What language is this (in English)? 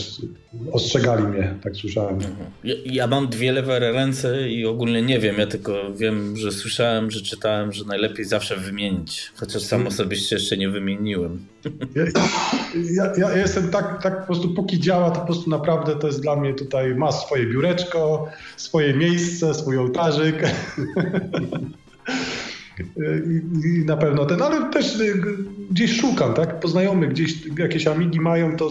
Polish